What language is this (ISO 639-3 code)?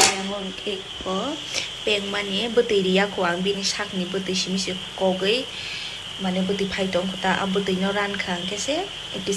trp